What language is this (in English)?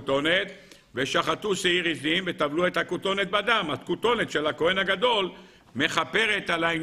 Hebrew